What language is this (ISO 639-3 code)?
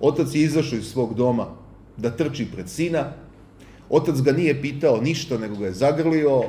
srp